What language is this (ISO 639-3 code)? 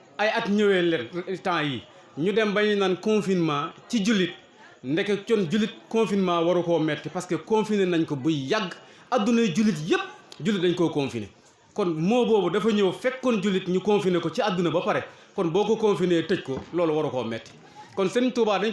wol